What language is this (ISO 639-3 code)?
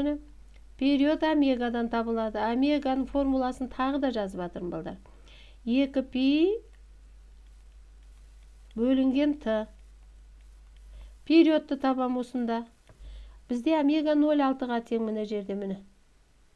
kaz